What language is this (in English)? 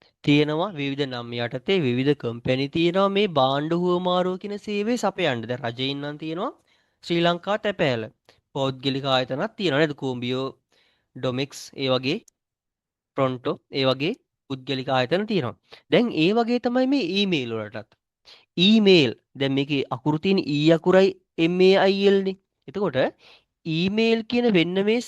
Sinhala